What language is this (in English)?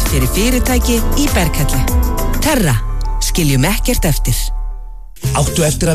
Icelandic